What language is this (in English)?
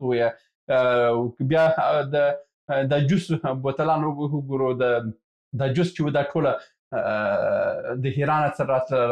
Pashto